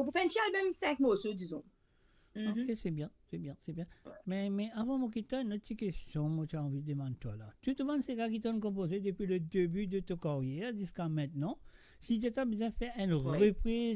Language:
Morisyen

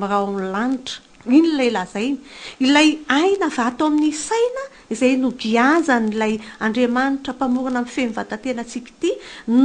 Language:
Malagasy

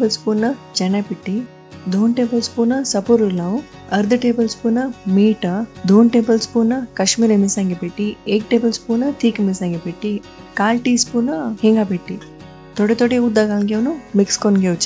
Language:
Konkani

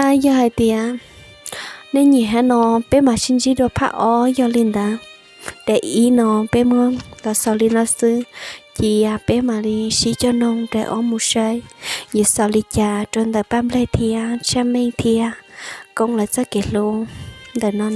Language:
Hmong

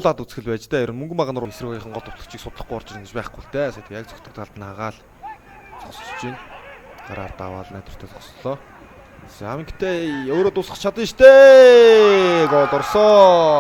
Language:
Mongolian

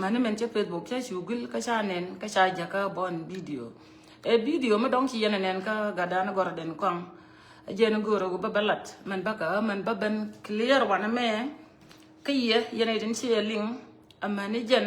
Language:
Nuer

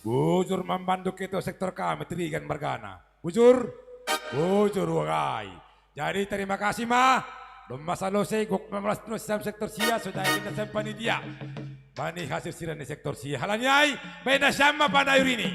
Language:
Batak Simalungun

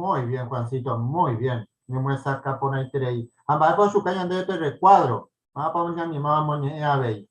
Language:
Guarani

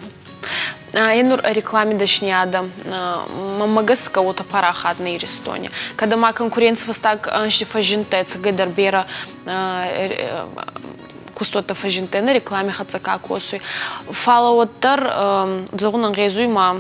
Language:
Ossetic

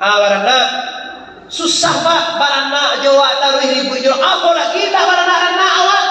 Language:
Minangkabau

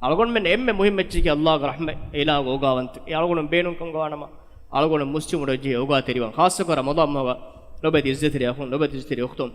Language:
Divehi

